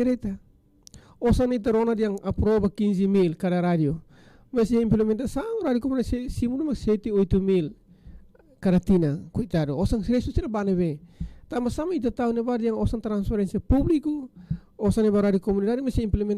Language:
Tetum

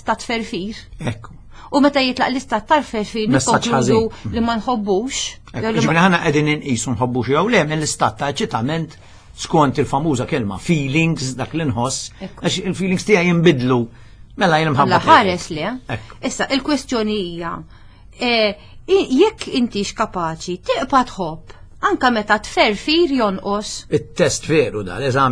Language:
Maltese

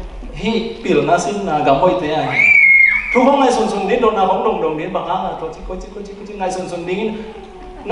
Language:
Tedim Chin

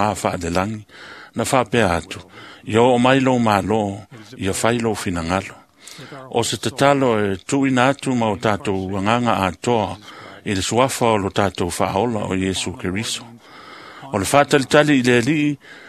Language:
Samoan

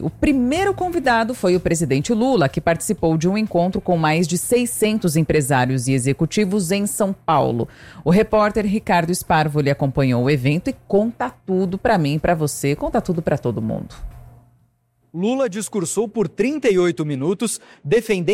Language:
Portuguese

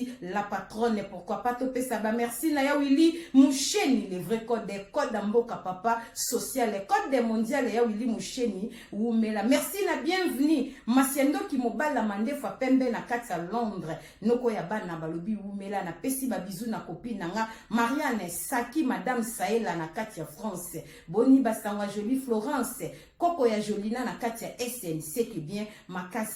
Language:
Lingala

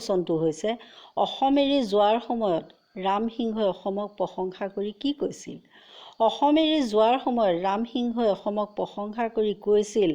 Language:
Assamese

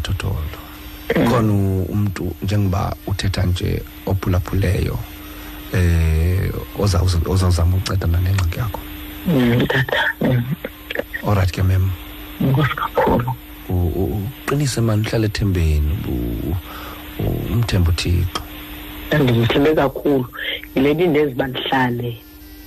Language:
Xhosa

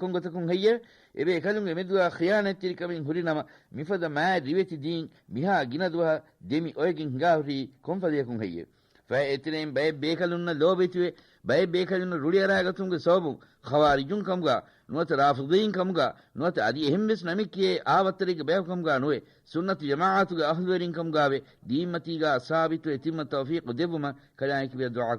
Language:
Divehi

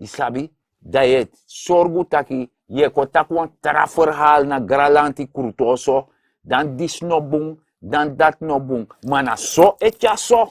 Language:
Sranan Tongo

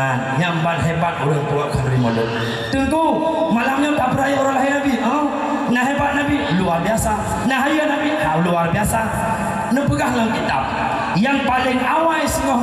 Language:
Achinese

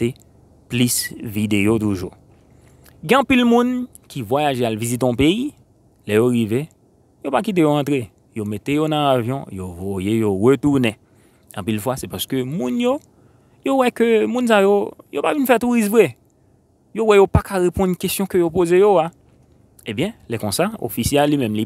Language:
Haitian Creole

